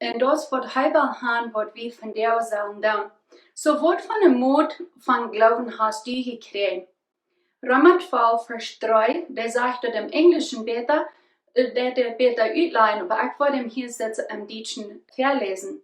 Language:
Plautdietsch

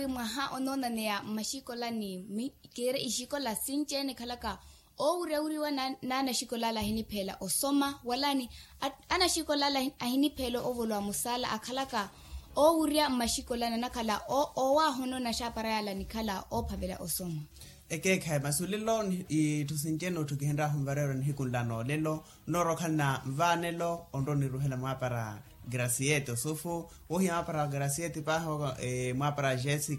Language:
Makhuwa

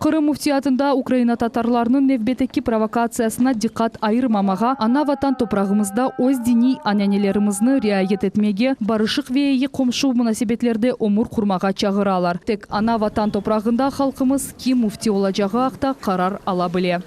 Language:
Crimean Tatar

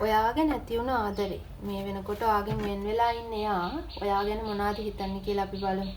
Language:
Sinhala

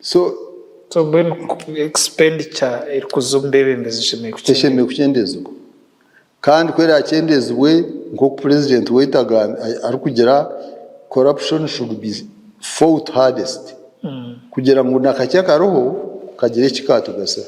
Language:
Nyankole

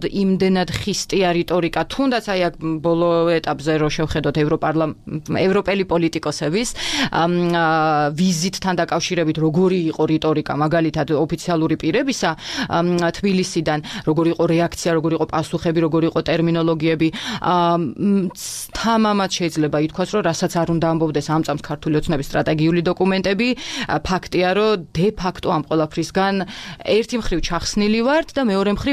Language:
Georgian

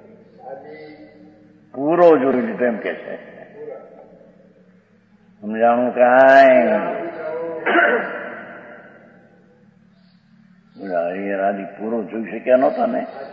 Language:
Gujarati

